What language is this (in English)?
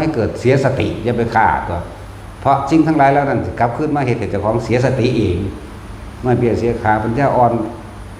Northeastern Thai